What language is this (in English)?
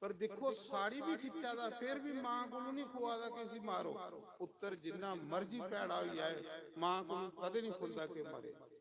Dogri